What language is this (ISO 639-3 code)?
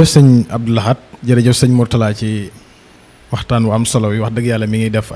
wol